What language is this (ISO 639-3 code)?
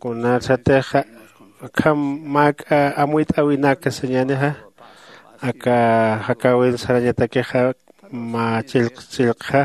aym